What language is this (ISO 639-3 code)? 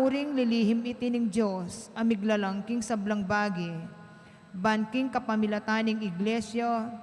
pam